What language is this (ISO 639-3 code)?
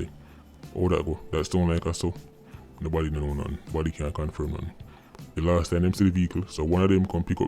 jam